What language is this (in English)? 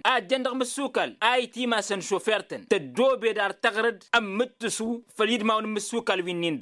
Tamasheq